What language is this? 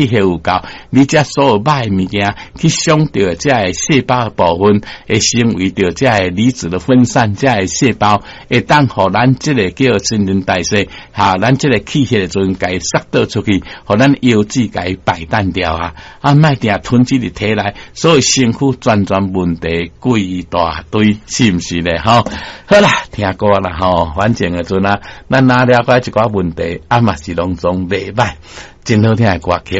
Min Nan Chinese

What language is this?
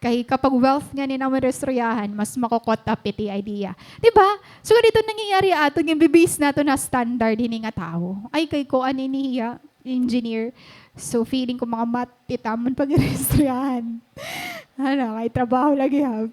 Waray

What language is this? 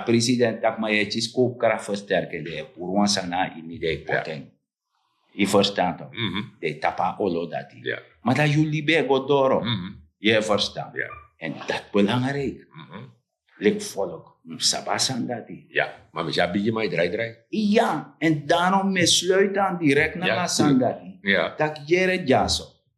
Sranan Tongo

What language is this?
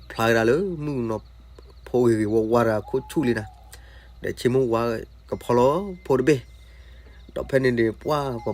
S'gaw Karen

